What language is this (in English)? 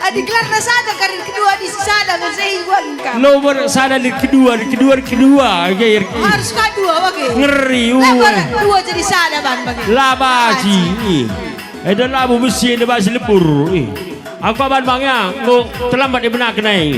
Batak Karo